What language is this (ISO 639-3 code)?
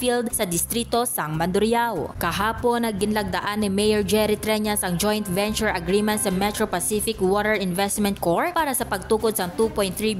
hil